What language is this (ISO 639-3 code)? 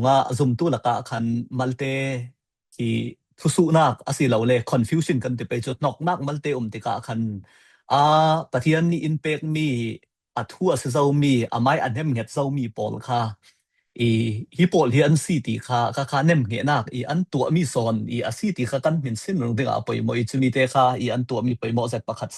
cfm